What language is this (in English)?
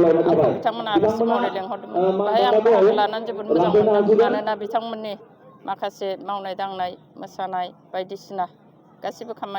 Bodo